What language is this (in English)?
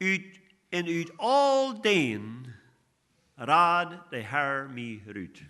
Plautdietsch